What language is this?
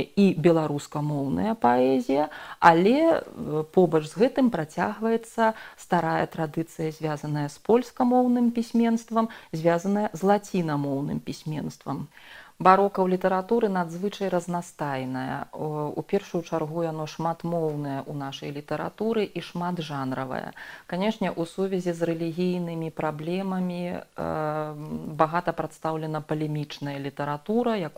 Belarusian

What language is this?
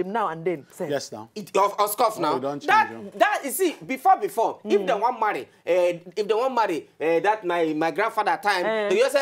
Nigerian Pidgin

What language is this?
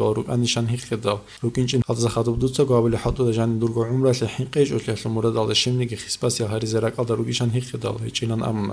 Avaric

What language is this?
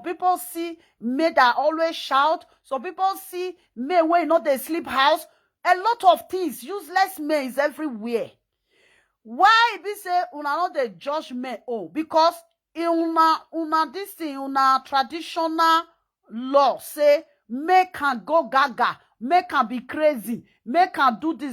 Nigerian Pidgin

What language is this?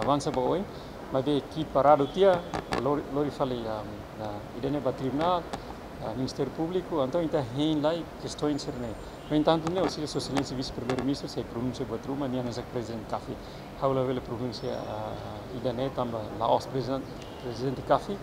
Tetum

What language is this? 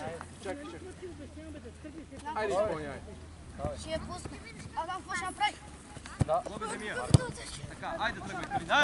Bulgarian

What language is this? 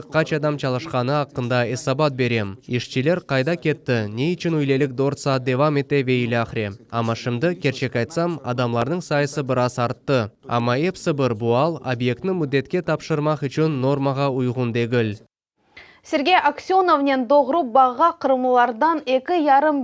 Crimean Tatar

